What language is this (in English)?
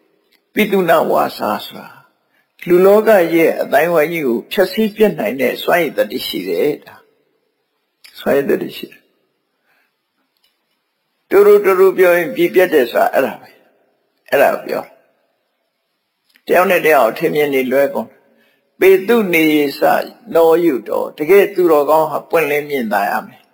Burmese